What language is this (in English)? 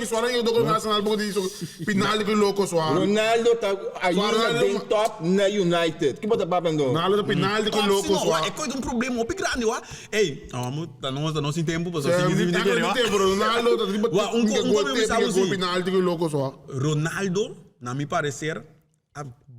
Papiamento